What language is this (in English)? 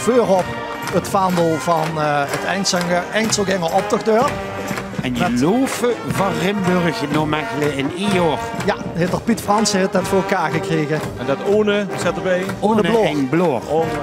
Limburgish